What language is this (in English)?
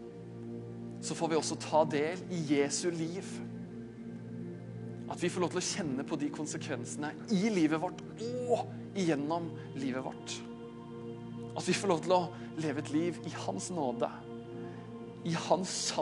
Norwegian